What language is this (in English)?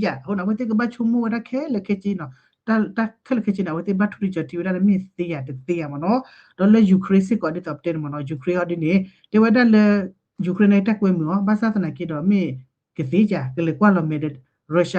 S'gaw Karen